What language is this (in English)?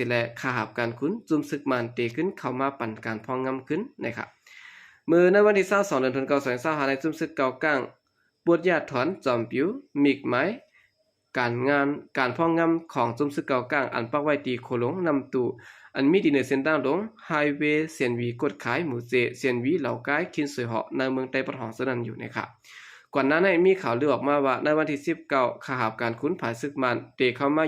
Shan